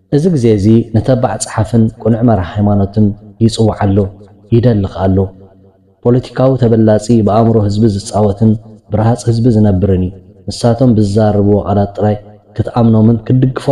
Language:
Tigrinya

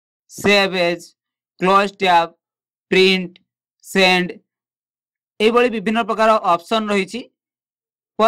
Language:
Odia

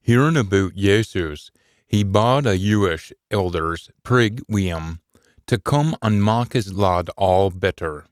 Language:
Scots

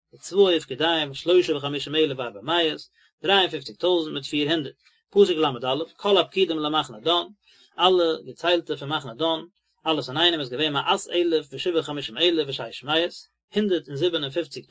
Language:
Yiddish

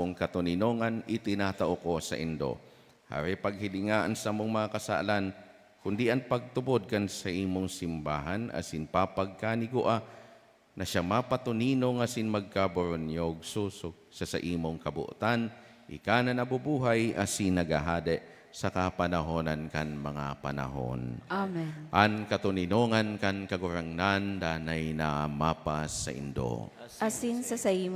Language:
Bikol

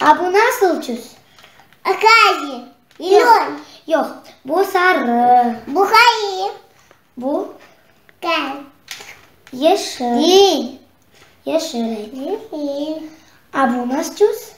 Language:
Crimean Tatar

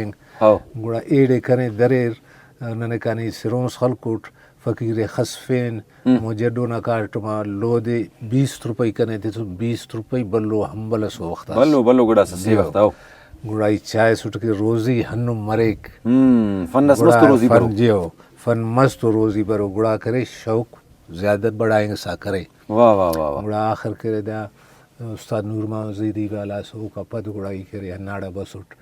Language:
Brahui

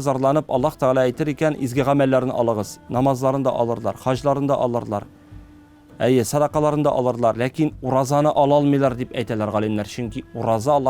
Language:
Tatar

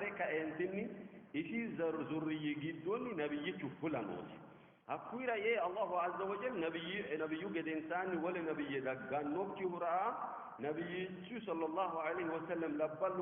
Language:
Sidamo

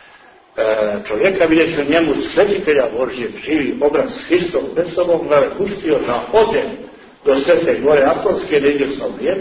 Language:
Serbian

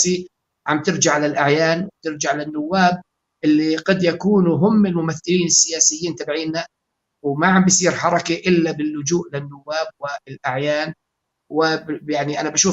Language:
North Levantine Arabic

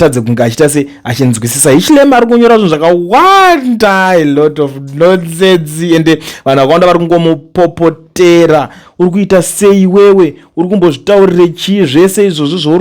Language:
Shona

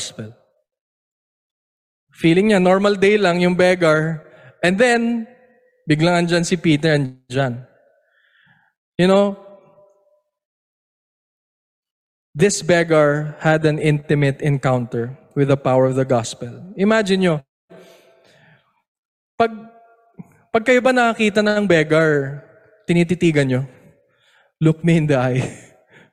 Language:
Filipino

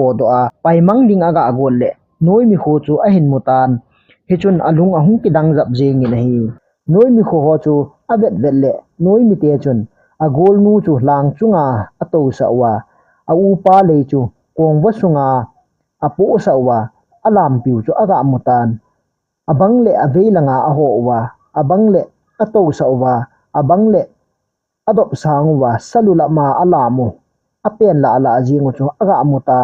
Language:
Thado Chin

